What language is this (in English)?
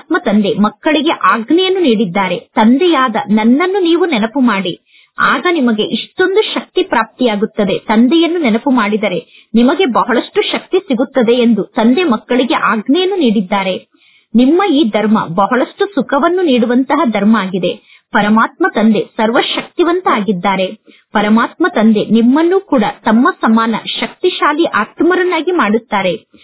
Kannada